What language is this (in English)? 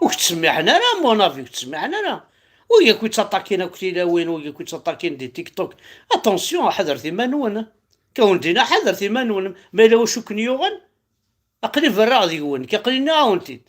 Kabyle